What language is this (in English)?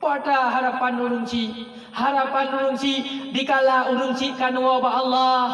Achinese